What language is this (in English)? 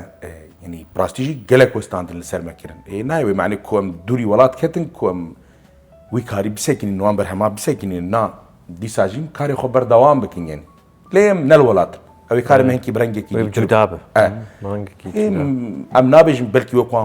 Kurdish